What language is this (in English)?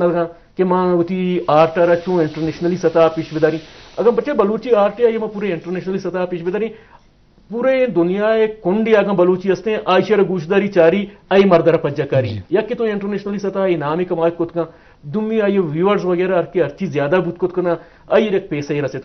Eastern Balochi